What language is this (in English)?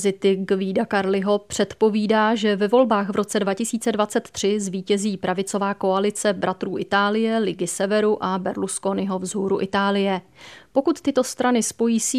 Czech